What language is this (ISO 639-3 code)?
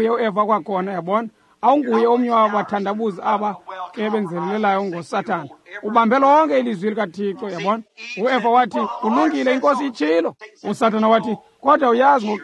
xho